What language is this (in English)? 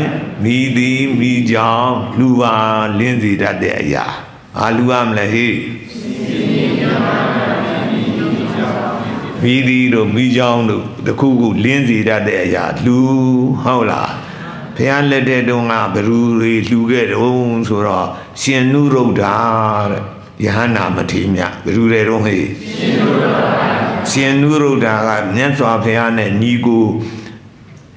Burmese